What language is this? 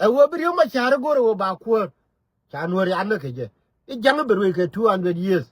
Nuer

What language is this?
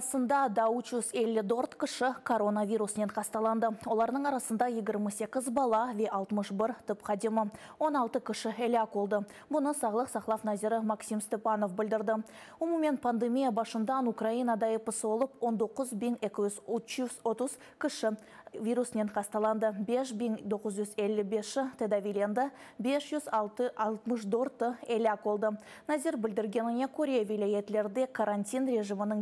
Crimean Tatar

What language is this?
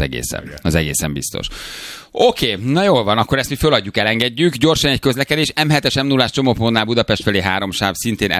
Hungarian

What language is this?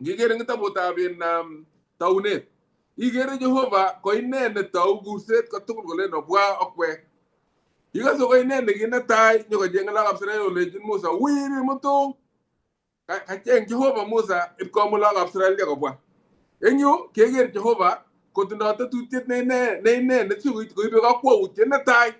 Kalenjin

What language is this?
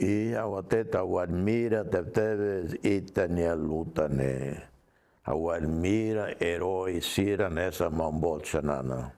Tetum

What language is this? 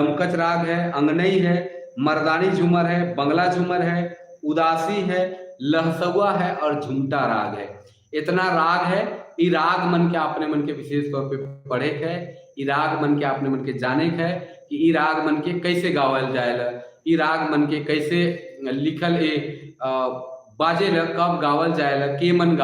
Sadri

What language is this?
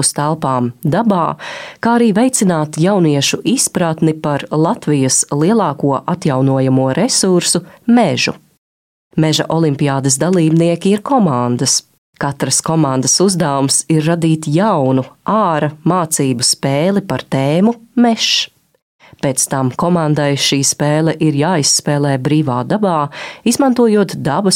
Latvian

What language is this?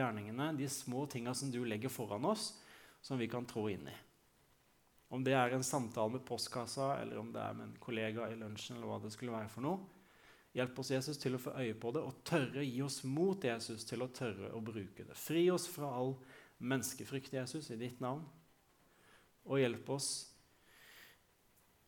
Norwegian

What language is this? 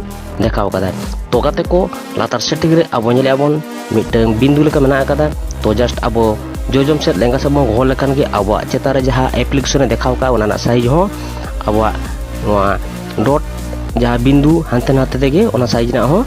Santali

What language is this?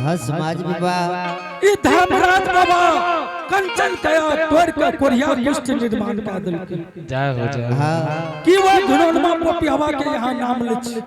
Angika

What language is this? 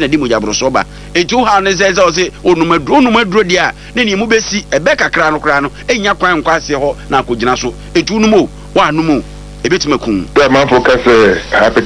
Akan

